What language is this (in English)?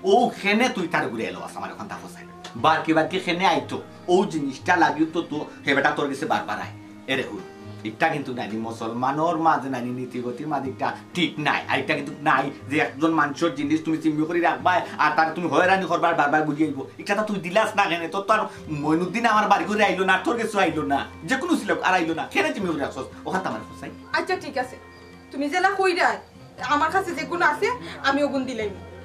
Sylheti